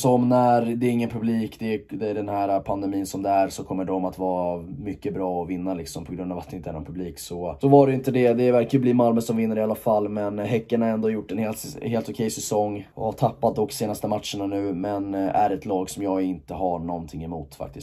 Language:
Swedish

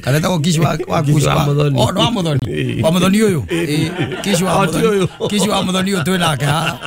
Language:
Kikuyu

